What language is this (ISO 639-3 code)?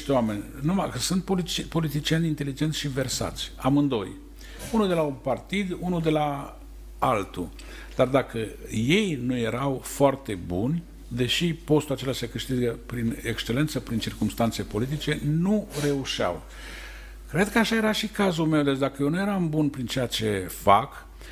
ron